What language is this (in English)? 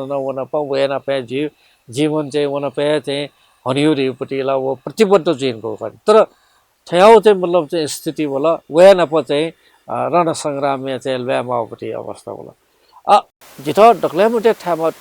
Newari